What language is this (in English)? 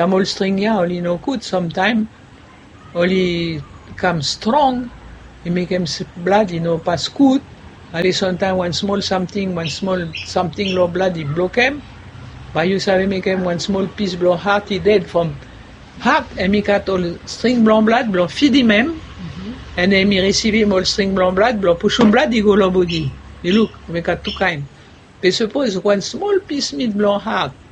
Bislama